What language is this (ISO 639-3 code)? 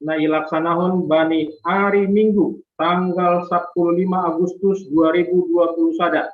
bts